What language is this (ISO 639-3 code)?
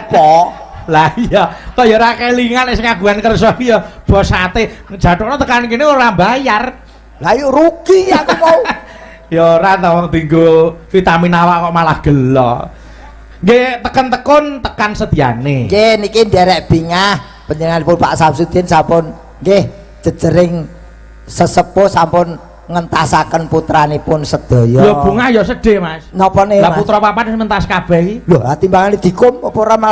jav